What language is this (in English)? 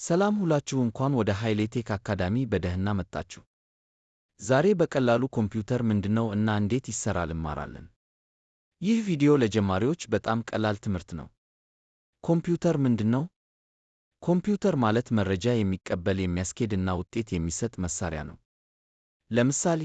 Amharic